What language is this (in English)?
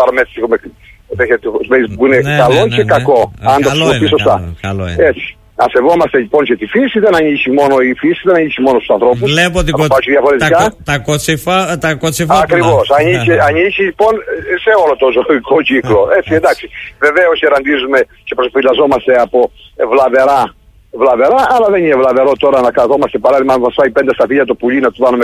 Greek